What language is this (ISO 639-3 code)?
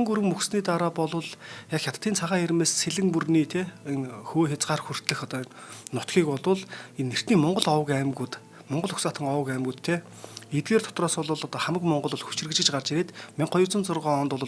mon